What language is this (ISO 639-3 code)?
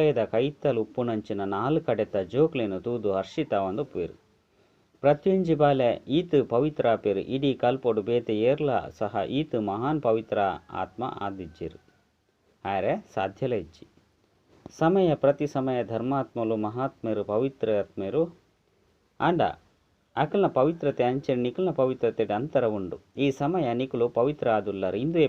tcy